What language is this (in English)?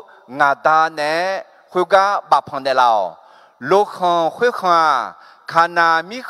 Akha